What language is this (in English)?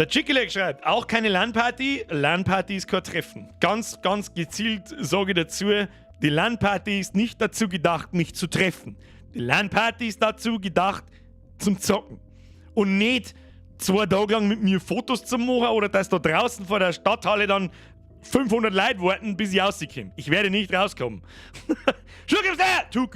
Bavarian